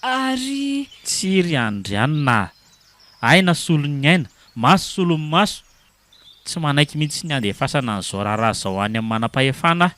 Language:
Malagasy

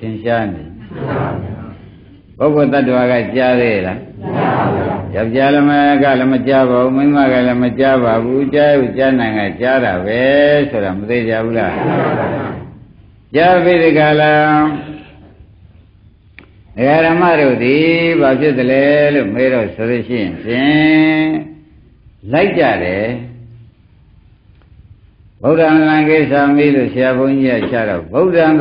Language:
Burmese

